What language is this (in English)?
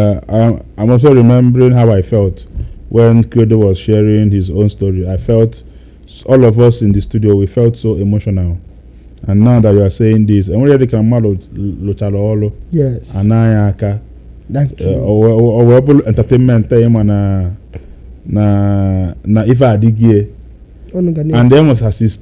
Igbo